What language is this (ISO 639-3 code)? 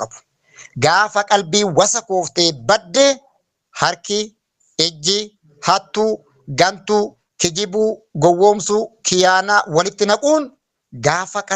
orm